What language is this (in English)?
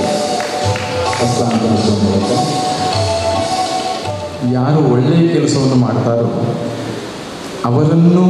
Kannada